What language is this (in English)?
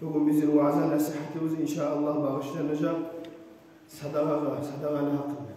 Kumyk